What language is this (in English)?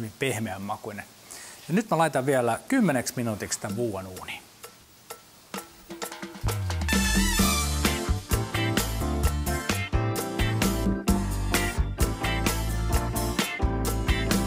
Finnish